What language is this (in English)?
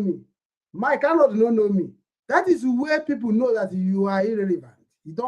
Igbo